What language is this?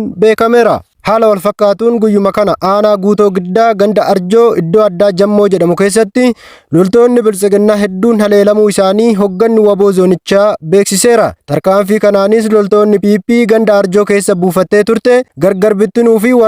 Oromo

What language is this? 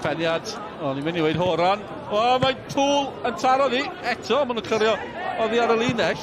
Welsh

